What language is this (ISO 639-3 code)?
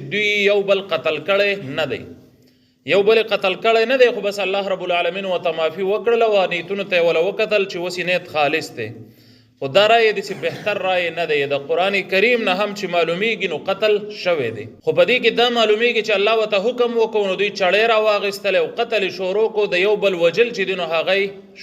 pus